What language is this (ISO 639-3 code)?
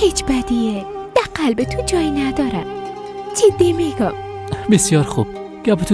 fas